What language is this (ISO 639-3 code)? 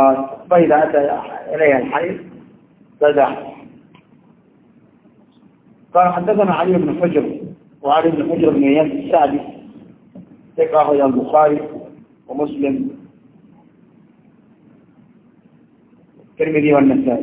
ara